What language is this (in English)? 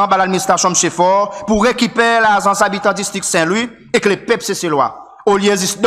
Seselwa Creole French